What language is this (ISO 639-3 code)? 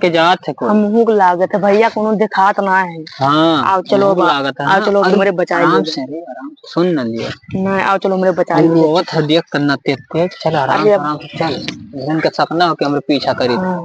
awa